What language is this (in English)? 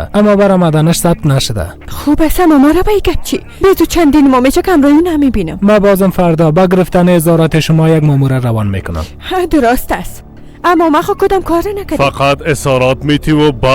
Persian